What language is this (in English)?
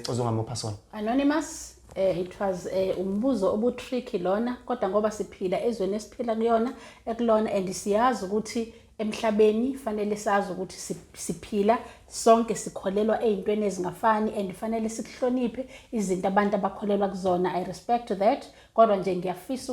Zulu